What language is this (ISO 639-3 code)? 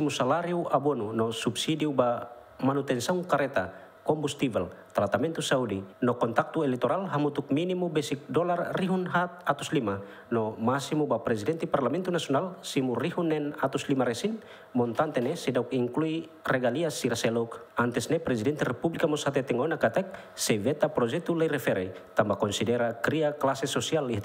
tet